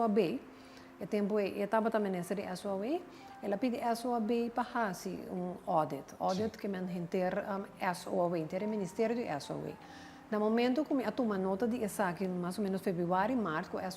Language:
Papiamento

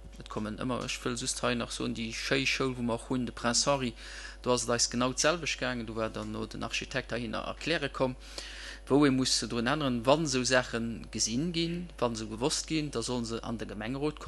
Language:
Luxembourgish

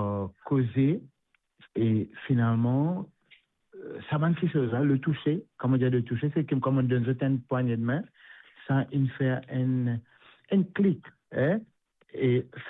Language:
Morisyen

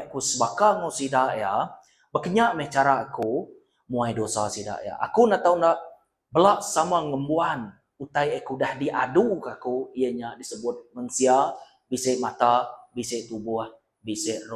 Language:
Iban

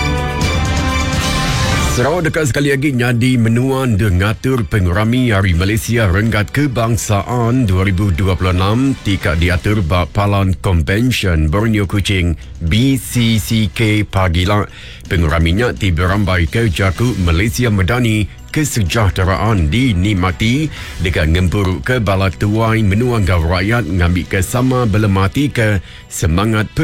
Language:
Iban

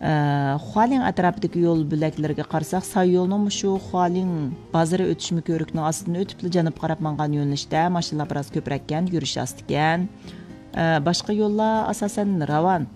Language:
Uyghur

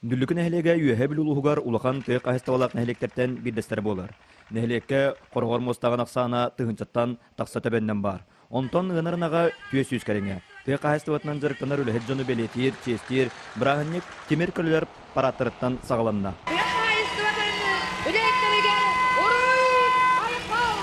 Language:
Yakut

